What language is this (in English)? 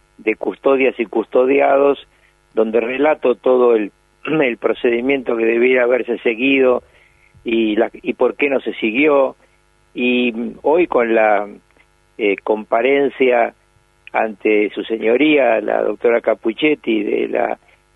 Spanish